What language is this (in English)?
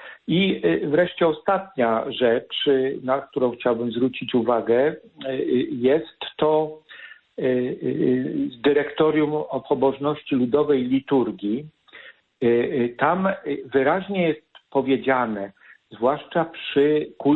Polish